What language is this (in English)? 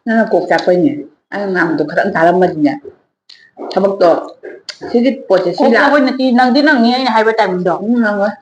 Manipuri